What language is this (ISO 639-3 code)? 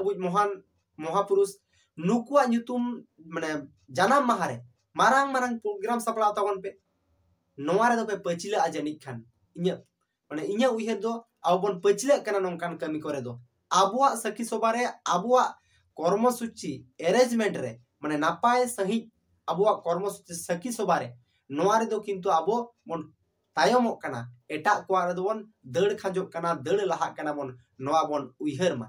sat